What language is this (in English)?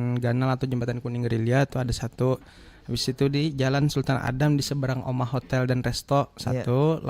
Banjar